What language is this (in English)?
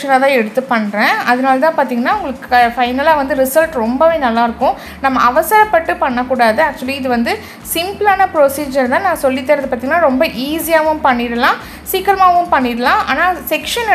Tamil